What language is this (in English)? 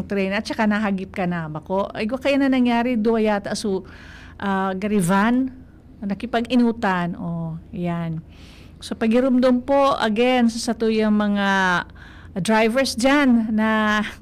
Bikol